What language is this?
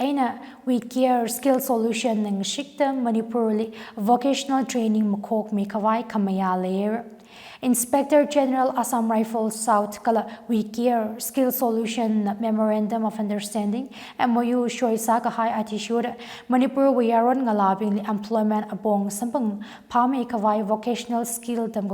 Tangkhul Naga (India)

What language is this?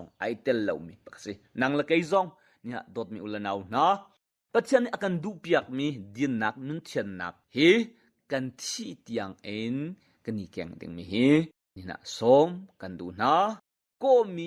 Hakha Chin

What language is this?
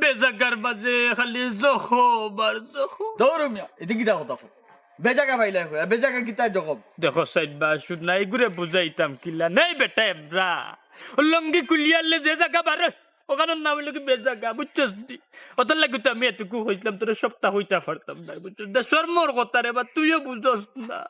Sylheti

